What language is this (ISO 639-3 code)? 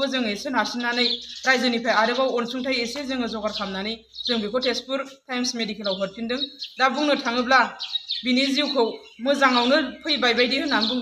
brx